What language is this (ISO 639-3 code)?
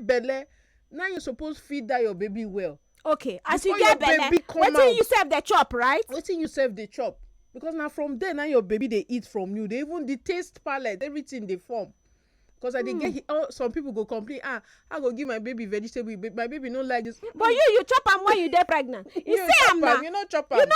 pcm